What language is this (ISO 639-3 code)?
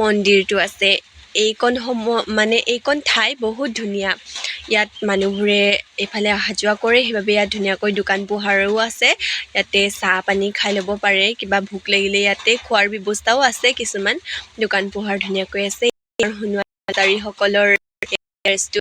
asm